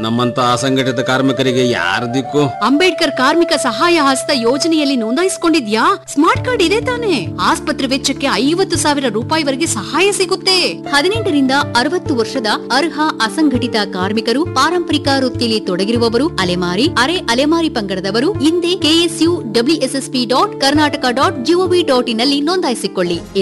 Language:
Kannada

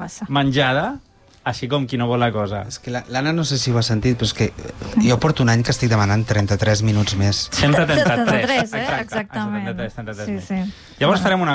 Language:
Catalan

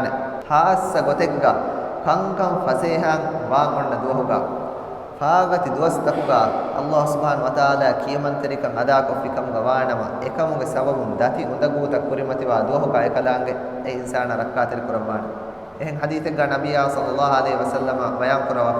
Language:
Divehi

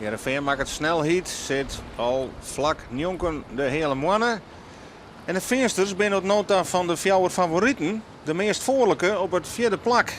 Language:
Western Frisian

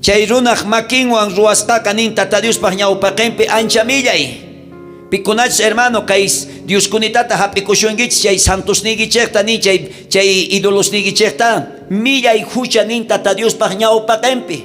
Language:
South Bolivian Quechua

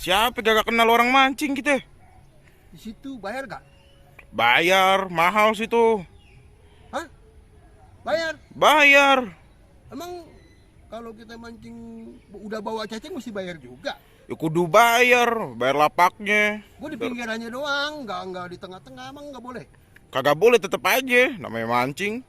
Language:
Betawi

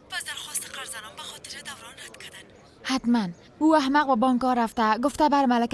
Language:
Persian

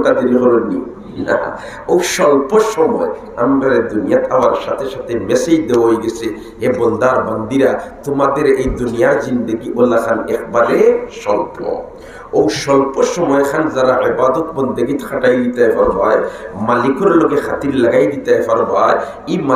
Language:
Sylheti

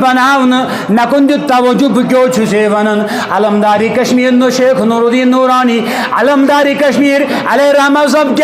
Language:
Kashmiri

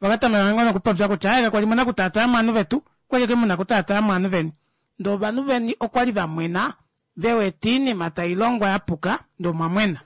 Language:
Kuanyama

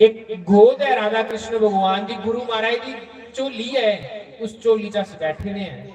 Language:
Dogri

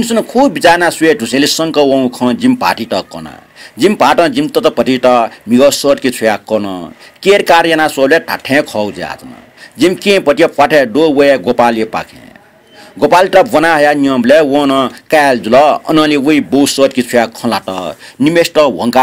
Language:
Newari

